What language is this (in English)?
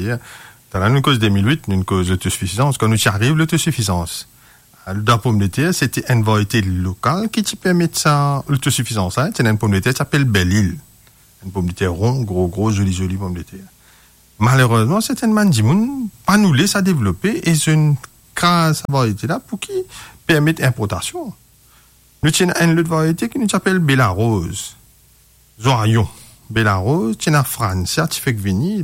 Morisyen